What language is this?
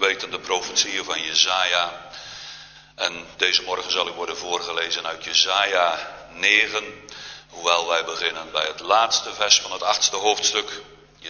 Dutch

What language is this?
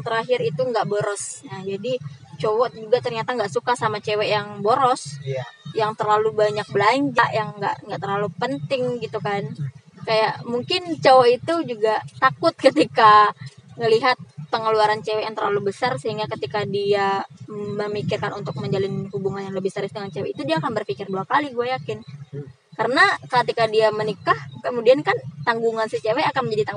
Indonesian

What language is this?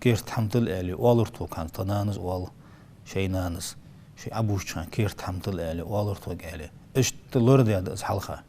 Ingush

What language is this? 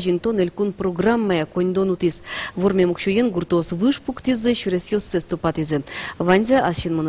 Udmurt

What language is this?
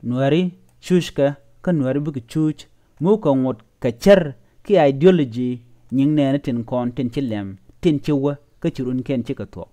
Nuer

